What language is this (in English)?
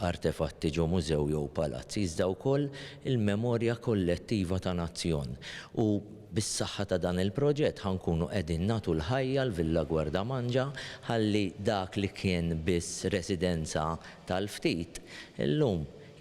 Maltese